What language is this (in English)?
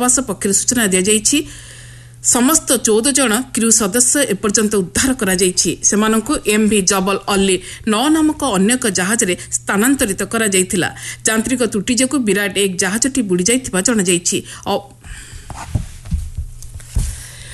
Odia